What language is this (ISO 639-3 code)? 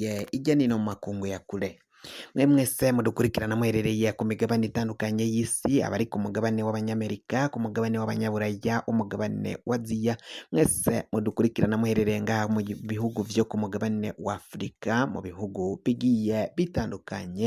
run